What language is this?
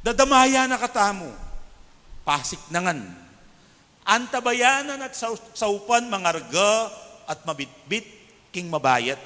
Pampanga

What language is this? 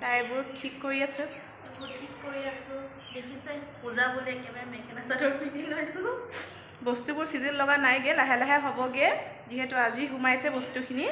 Assamese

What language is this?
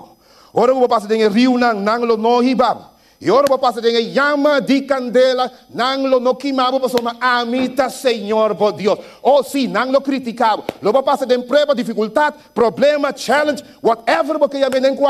Papiamento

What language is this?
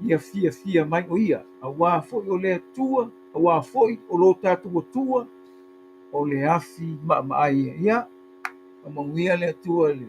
Samoan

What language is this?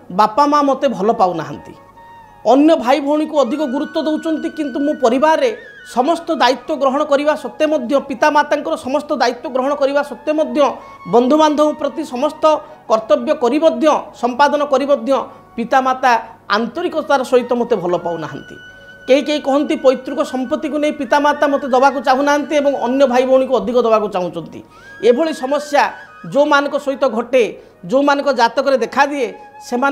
Odia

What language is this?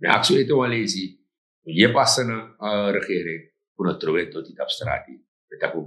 Sranan Tongo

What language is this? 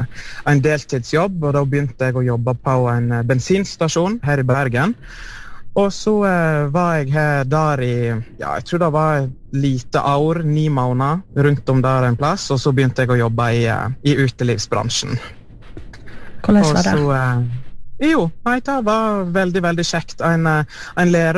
Norwegian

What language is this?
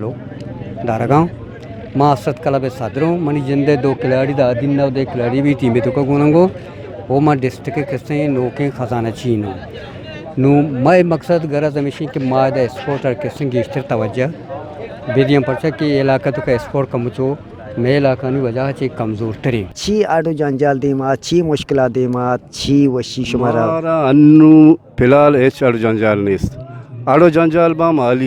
Eastern Balochi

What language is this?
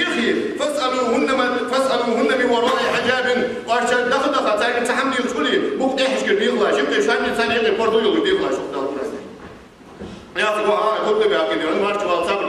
Ingush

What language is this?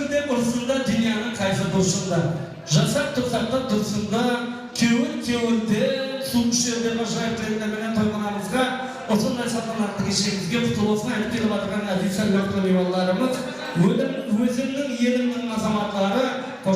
Kara-Kalpak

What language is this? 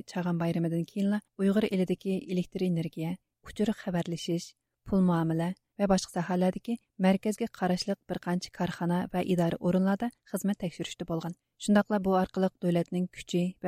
Uyghur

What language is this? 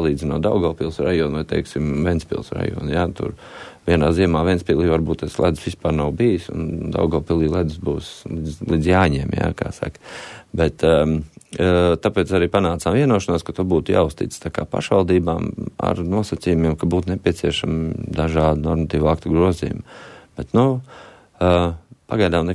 Latvian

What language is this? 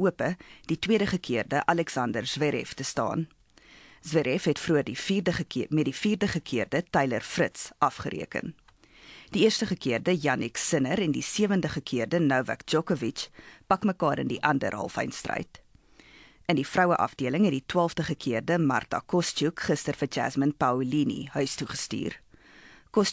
Afrikaans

